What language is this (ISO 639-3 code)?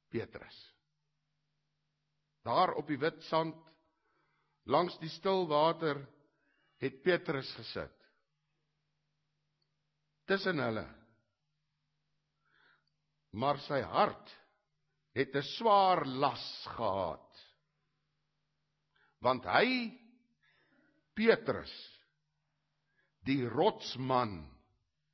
afr